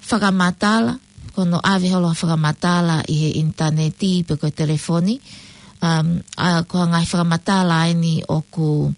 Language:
Tongan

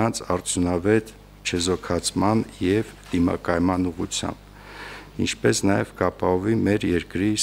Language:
Armenian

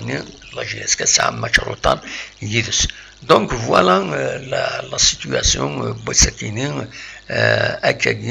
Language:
Kabyle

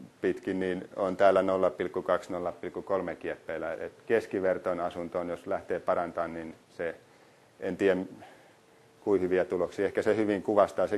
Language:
Finnish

